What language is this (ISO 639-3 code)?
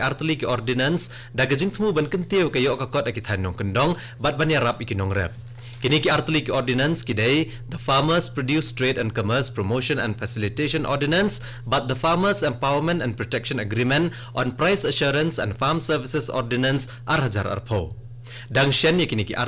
kha